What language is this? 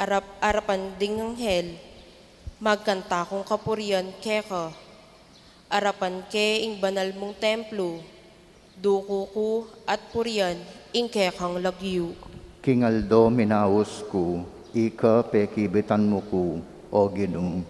Pampanga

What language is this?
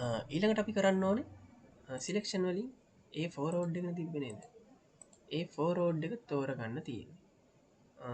Sinhala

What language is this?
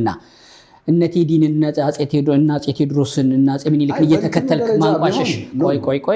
Amharic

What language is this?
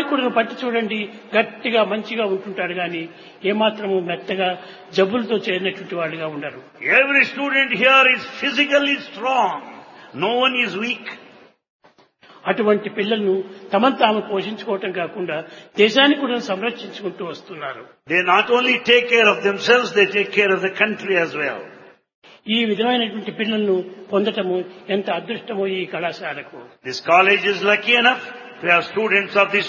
Telugu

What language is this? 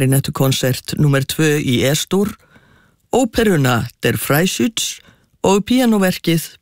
Icelandic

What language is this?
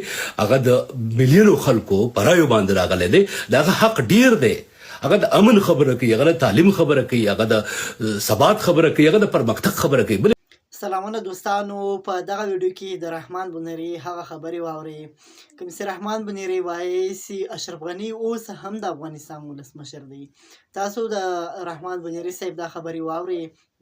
Pashto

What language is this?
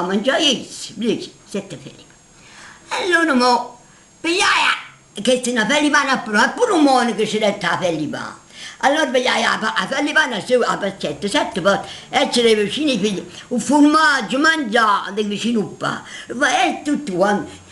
Neapolitan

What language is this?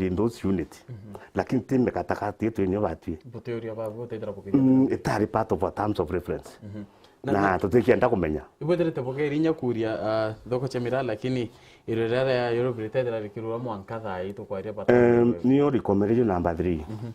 Meru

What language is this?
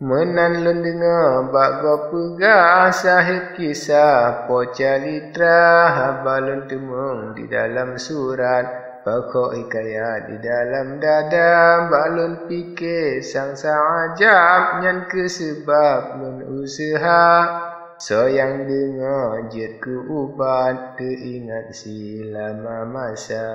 Achinese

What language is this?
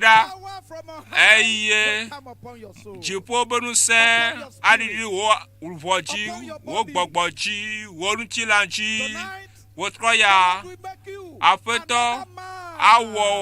Ewe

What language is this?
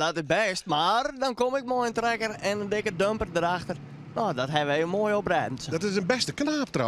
Western Frisian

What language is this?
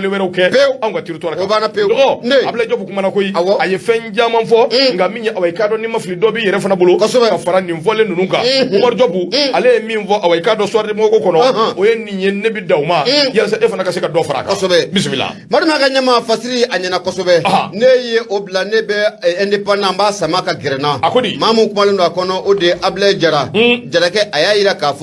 Bambara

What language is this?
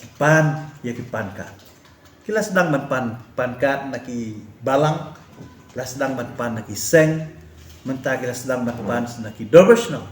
Khasi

